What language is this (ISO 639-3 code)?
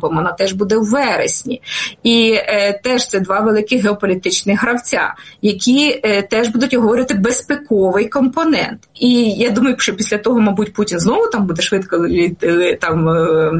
ukr